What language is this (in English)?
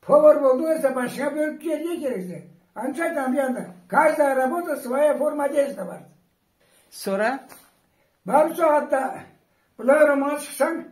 Karachay-Balkar